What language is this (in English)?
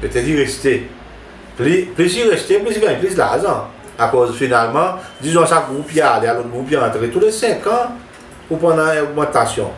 Seselwa Creole French